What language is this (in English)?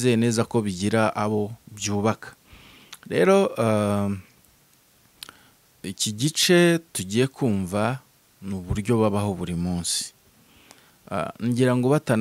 Kinyarwanda